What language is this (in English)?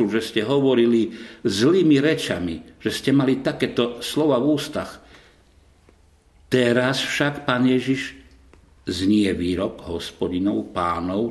Slovak